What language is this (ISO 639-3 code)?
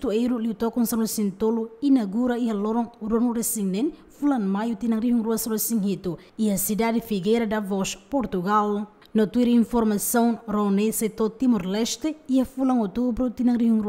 tet